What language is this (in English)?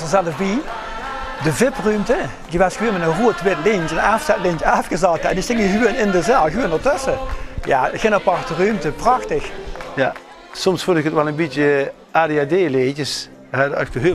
Limburgish